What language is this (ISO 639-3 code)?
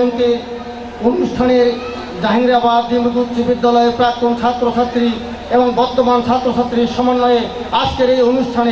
ben